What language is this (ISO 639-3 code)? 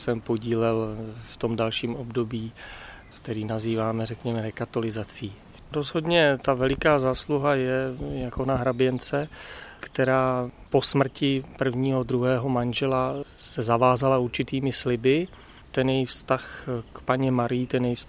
ces